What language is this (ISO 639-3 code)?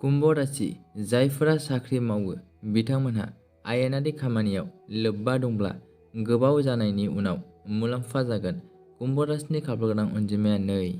brx